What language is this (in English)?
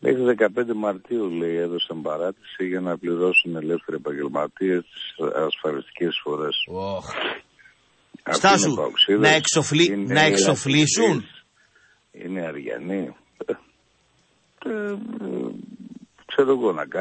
Greek